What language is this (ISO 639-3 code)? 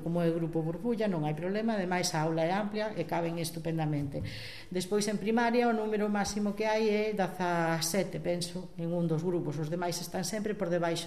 glg